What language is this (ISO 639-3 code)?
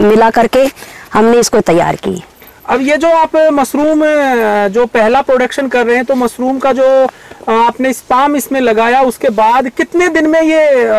hin